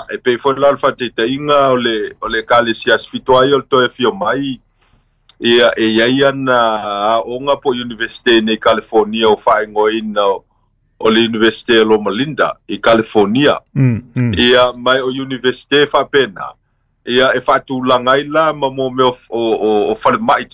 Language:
Samoan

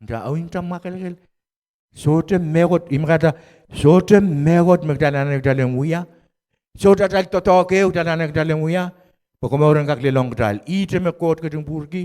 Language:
Pohnpeian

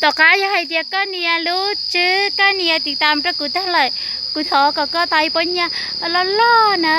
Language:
Hmong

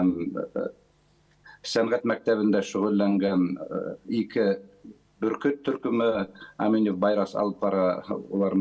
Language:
Bashkir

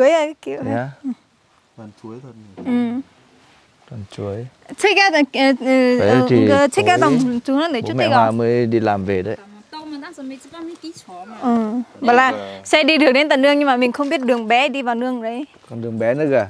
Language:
Vietnamese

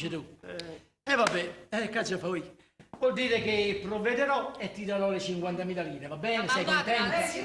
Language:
Neapolitan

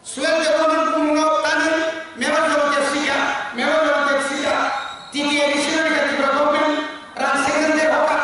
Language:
Kok Borok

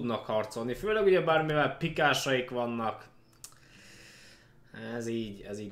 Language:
Hungarian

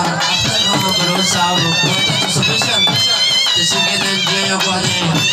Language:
Saraiki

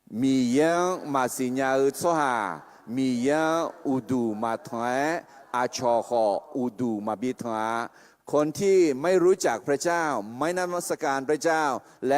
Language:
Akha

